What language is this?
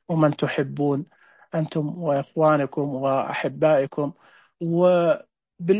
Najdi Arabic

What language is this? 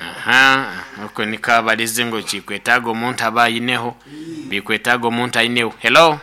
Nyoro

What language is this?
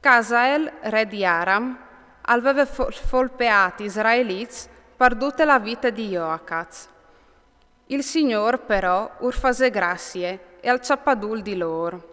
Friulian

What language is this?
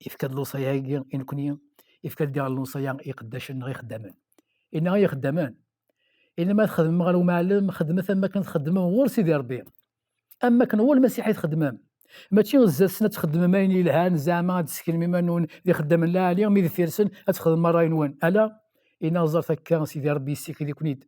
Kabyle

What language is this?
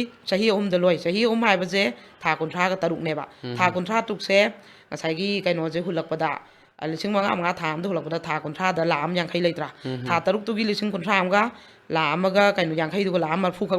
Manipuri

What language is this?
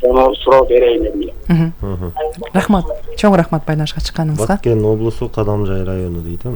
Kyrgyz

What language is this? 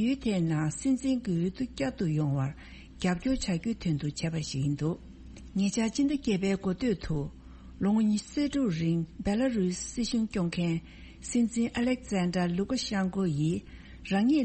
Tibetan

